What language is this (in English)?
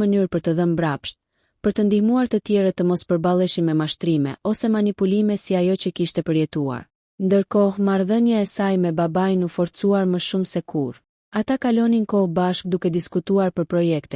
Albanian